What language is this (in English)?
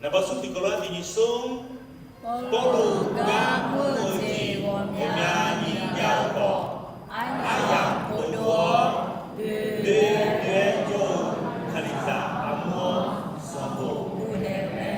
Akha